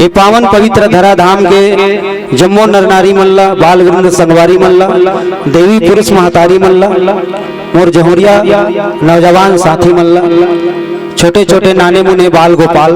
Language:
Chhattisgarhi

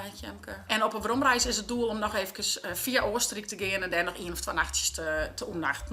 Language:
Western Frisian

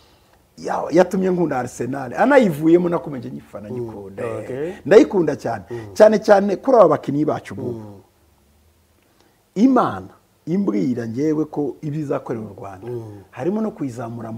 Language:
Kinyarwanda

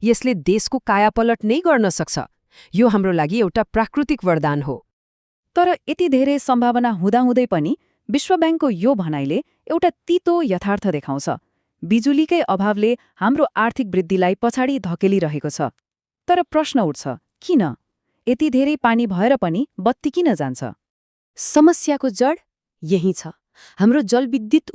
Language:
Nepali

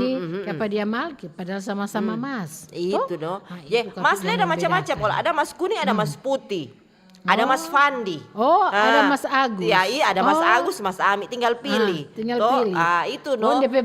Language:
Manado Malay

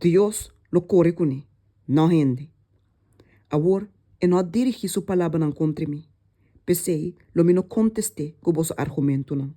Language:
Papiamento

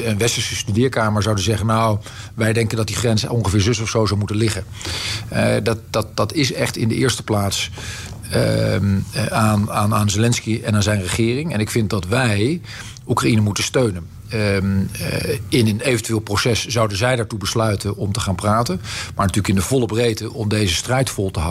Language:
Dutch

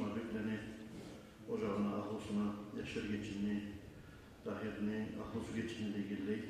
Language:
Kumyk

